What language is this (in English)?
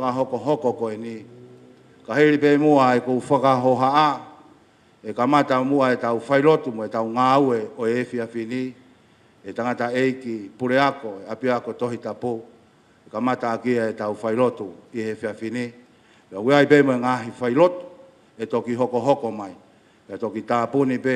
Tongan